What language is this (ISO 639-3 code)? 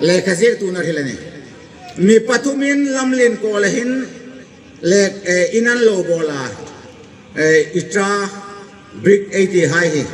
hmr